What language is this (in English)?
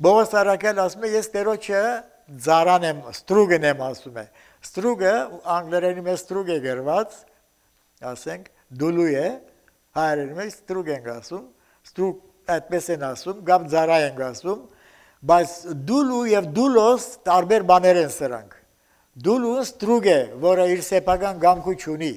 Armenian